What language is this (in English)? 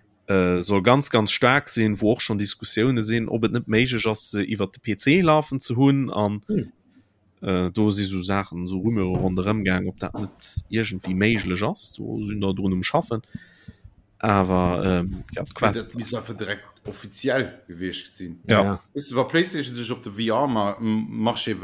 Luxembourgish